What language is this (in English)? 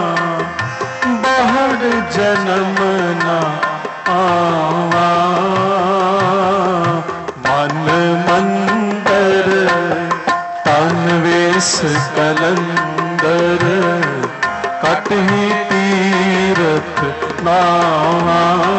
Hindi